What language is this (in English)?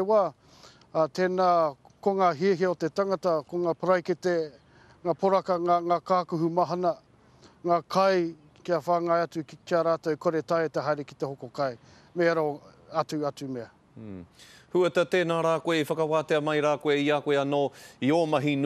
Māori